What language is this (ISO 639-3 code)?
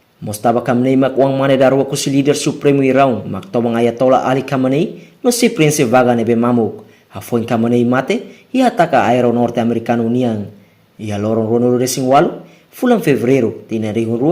tet